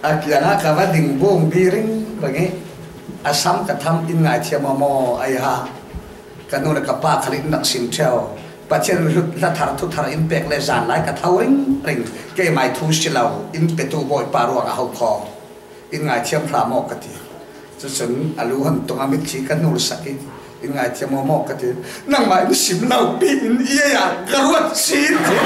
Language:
Falam Chin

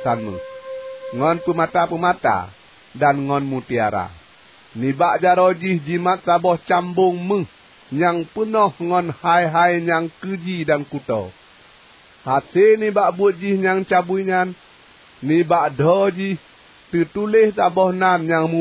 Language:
Achinese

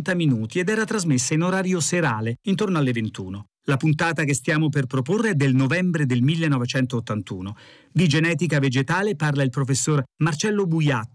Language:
Italian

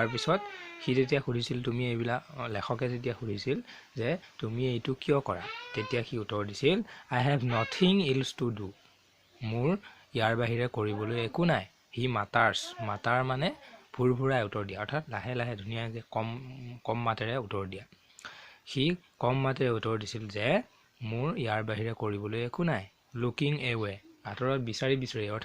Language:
Assamese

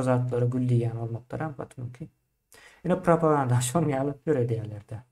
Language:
Turkmen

